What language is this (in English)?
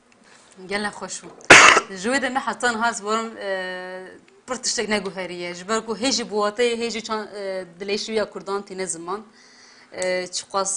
Kurdish